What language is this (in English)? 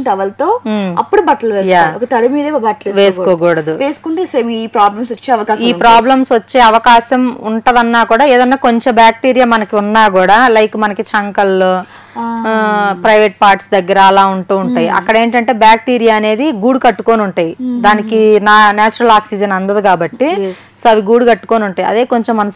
Telugu